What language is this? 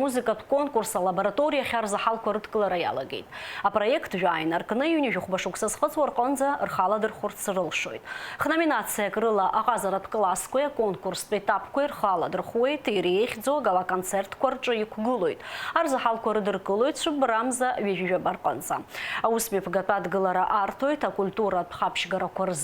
Abkhazian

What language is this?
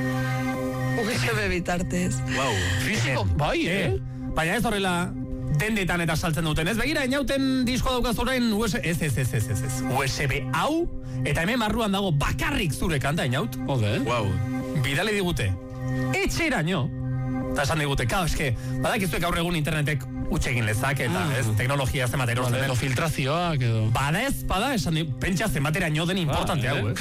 Basque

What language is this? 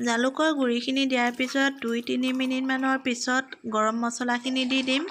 Assamese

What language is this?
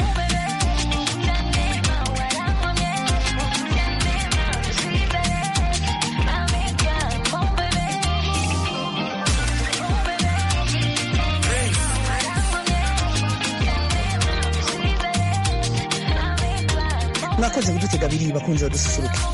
Kinyarwanda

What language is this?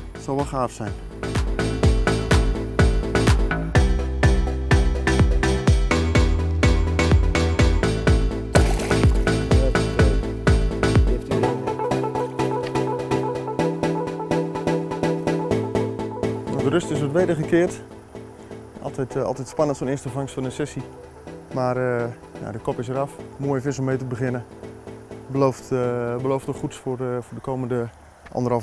Dutch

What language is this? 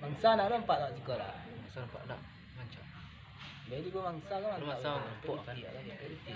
Minangkabau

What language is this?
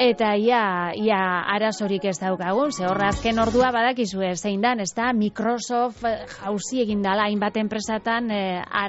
Basque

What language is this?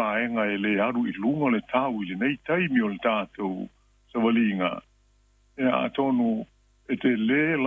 Samoan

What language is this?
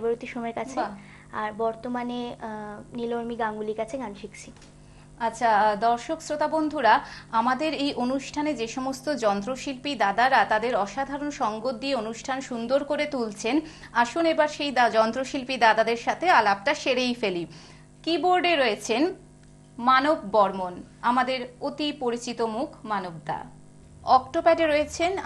Bangla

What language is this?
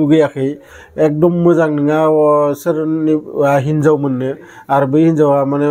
Bodo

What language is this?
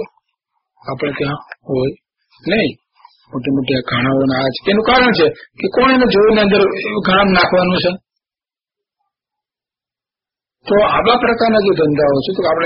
Gujarati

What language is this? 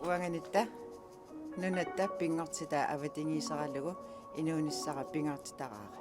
Kalaallisut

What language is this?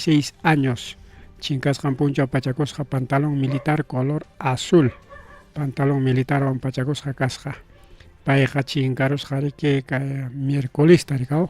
Ayacucho Quechua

